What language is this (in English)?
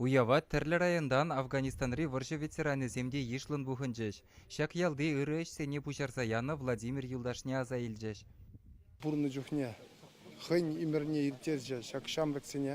Chuvash